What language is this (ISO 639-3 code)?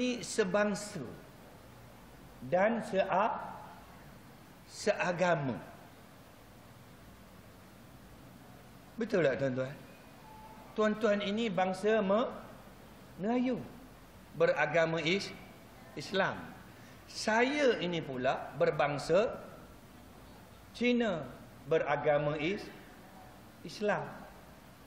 msa